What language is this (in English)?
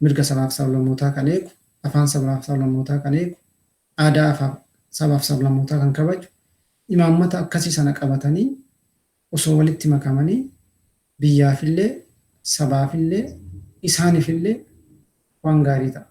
Oromo